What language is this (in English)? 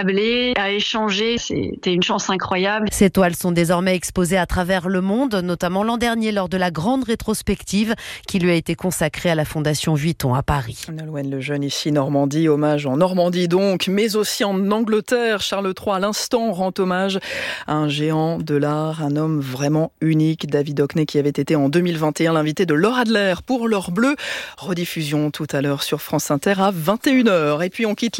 French